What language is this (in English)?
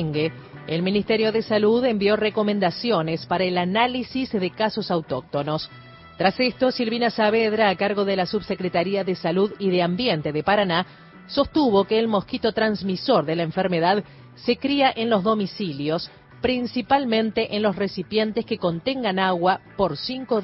Spanish